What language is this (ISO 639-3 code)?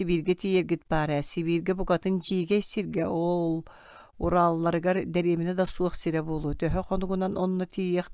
sah